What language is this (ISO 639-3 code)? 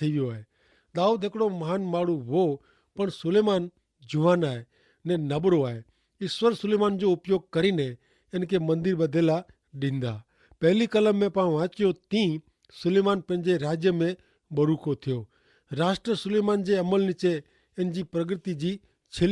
kfr